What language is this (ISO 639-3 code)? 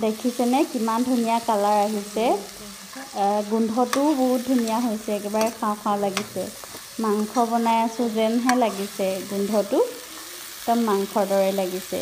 asm